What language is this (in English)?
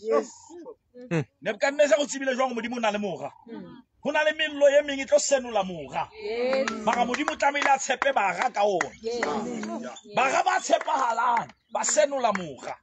Southern Sotho